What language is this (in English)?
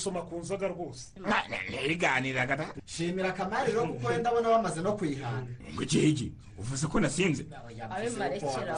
Kinyarwanda